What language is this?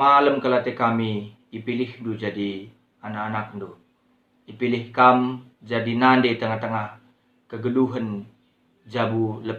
Batak Karo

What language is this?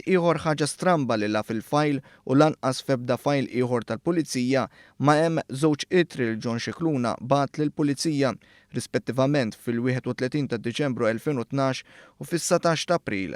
Maltese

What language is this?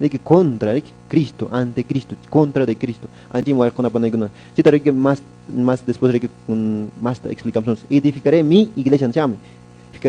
Quechua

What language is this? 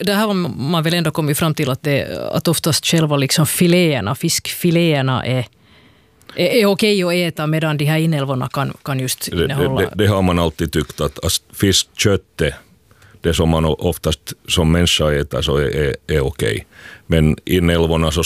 Swedish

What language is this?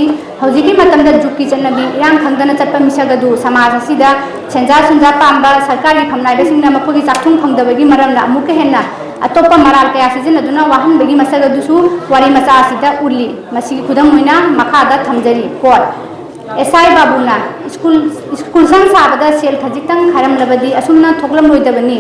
Manipuri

